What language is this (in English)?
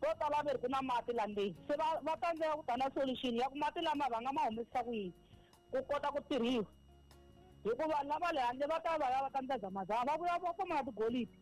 Tsonga